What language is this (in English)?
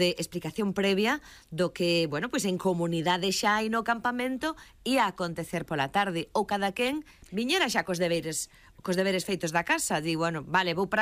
Galician